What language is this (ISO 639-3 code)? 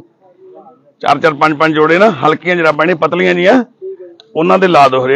pan